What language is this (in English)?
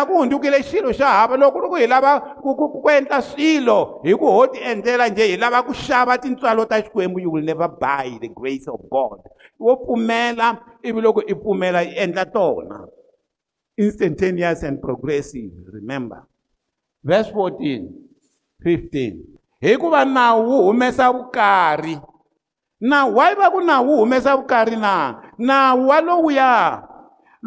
Tsonga